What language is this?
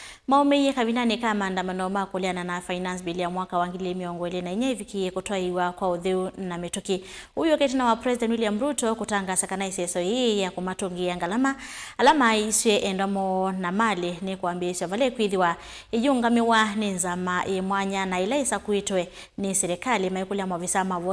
Kamba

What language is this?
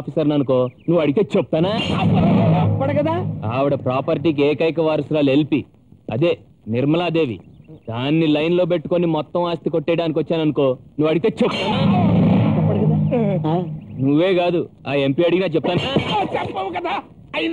Telugu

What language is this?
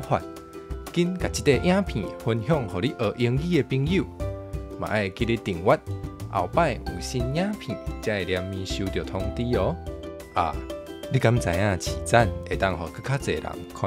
Min Nan Chinese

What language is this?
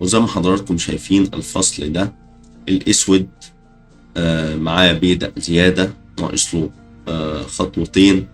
Egyptian Arabic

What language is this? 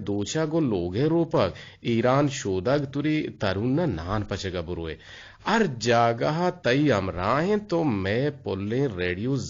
Eastern Balochi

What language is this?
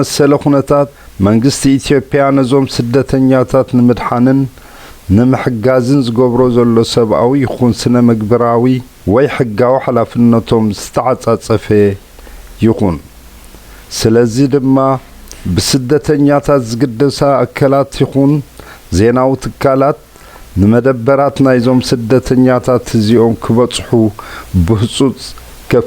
Tigrinya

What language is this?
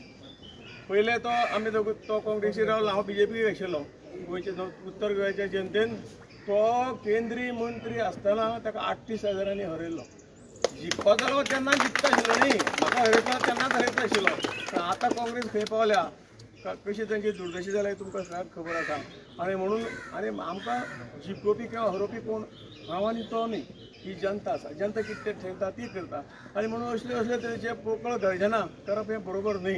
Konkani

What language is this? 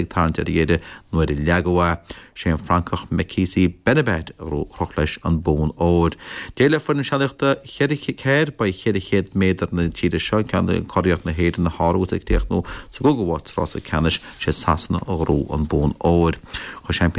Irish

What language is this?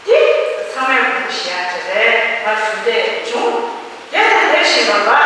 Tibetan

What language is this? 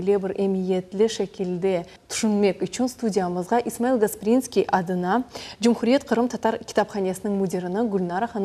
Crimean Tatar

